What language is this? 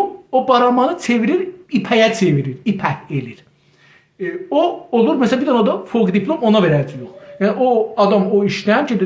South Azerbaijani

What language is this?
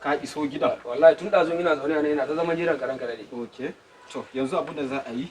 Hausa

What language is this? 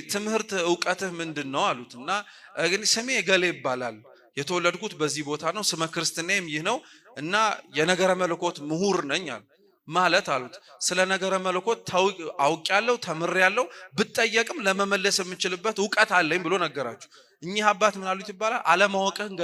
Amharic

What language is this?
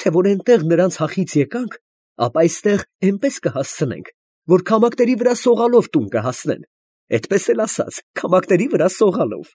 Armenian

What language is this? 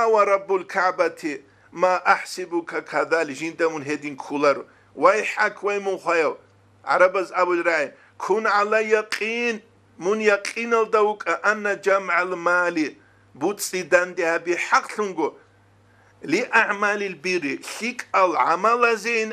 Avaric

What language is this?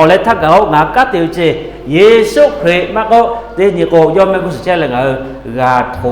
Lahu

